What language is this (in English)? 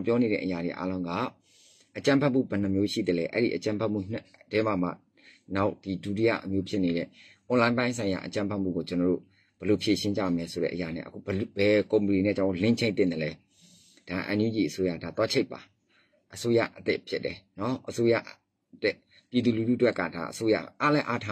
Burmese